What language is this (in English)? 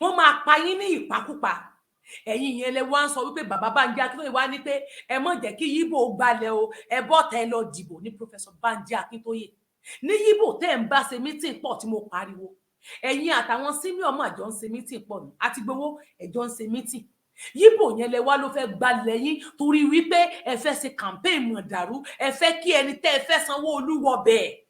Yoruba